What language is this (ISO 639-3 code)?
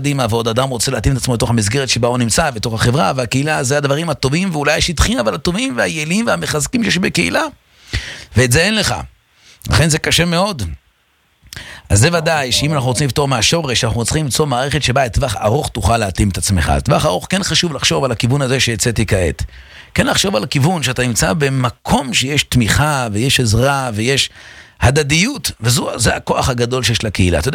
heb